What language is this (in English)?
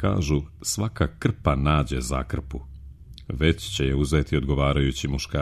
Serbian